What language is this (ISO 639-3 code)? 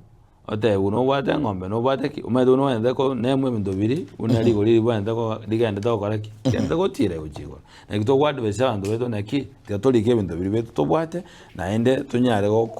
guz